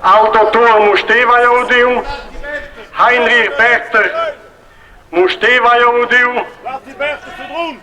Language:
Romansh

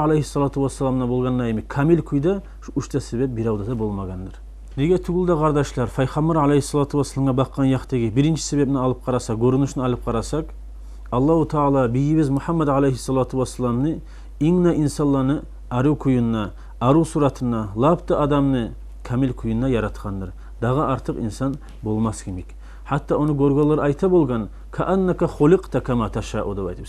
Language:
Kumyk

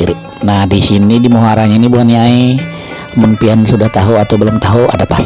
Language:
Banjar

